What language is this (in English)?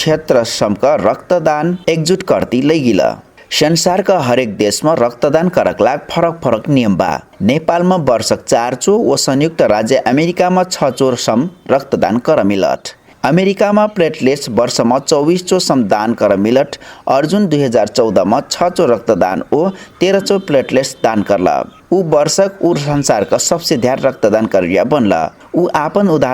Dangaura Tharu